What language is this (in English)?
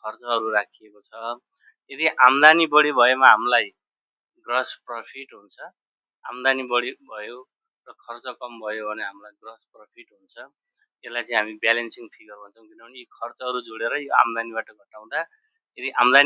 Nepali